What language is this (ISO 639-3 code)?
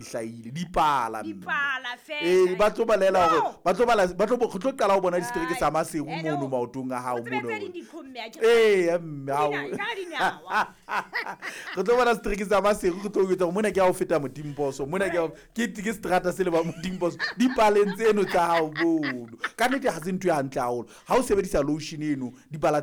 sot